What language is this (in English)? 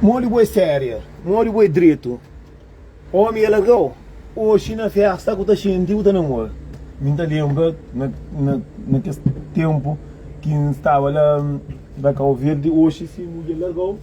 Kabuverdianu